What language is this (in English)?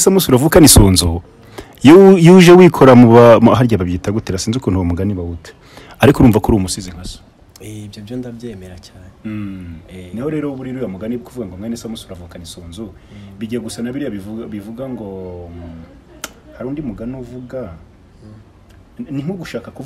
Kinyarwanda